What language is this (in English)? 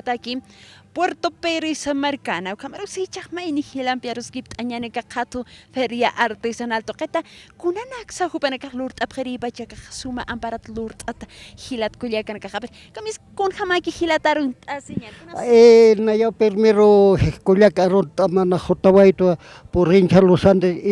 Aymara